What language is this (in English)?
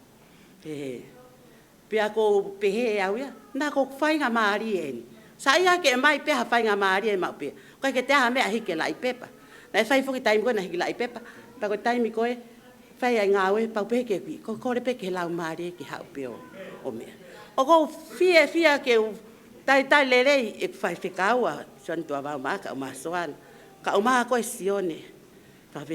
Tongan